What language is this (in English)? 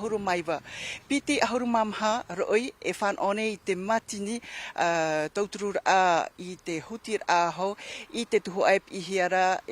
Tahitian